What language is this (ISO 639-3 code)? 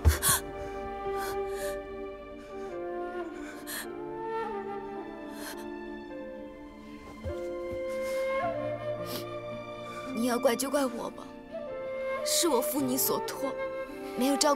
zho